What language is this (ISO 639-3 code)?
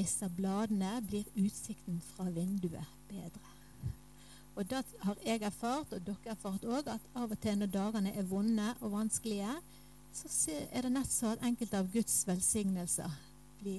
nor